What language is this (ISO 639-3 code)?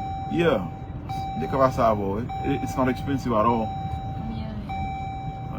hat